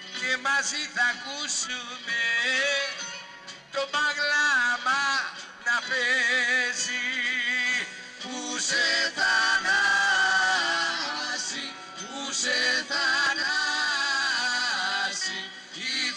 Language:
Greek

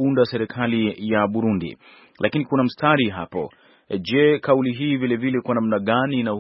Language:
Swahili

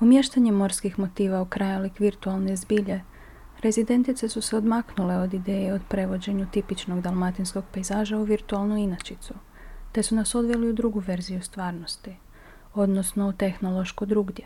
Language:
Croatian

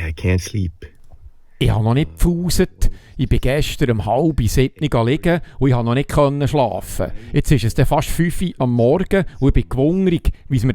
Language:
Swiss German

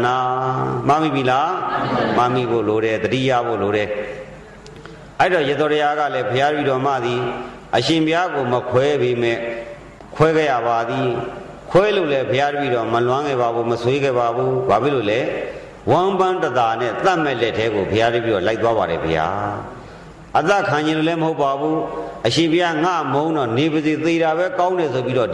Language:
Burmese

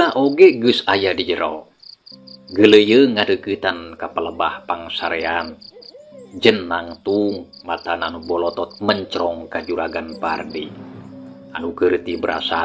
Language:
Sundanese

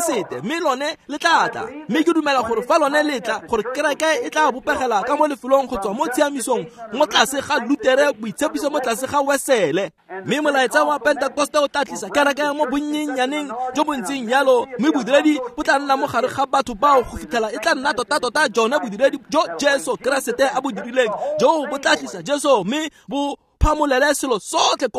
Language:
Tswana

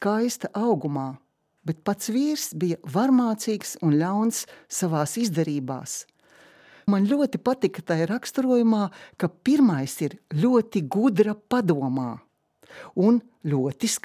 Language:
Latvian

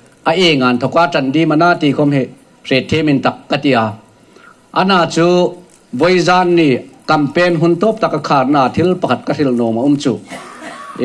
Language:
Hmar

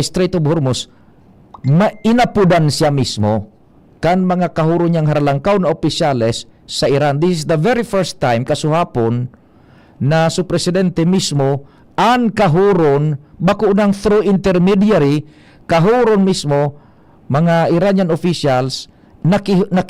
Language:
Bikol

